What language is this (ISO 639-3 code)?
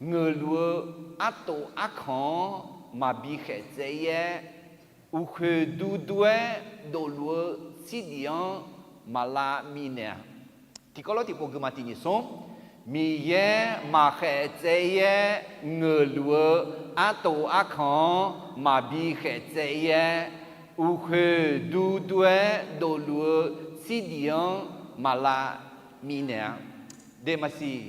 ahk